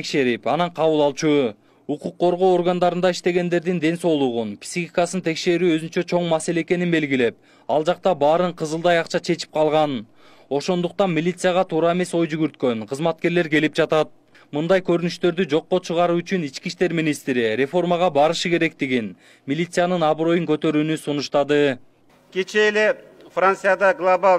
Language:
Kyrgyz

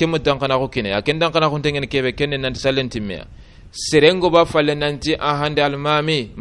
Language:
Soninke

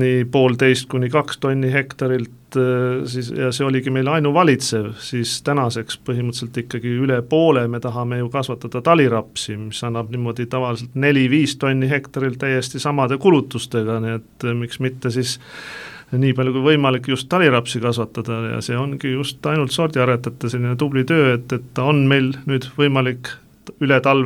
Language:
Estonian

